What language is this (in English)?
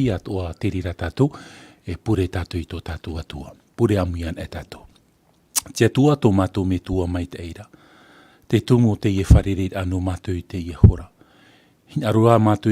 Tahitian